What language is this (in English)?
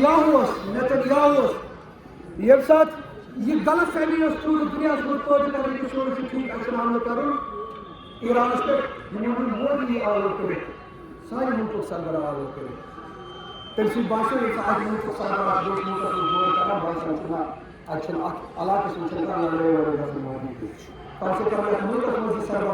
Kashmiri